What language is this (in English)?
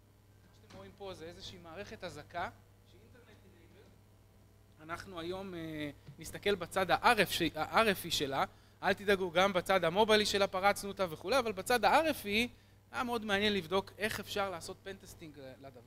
Hebrew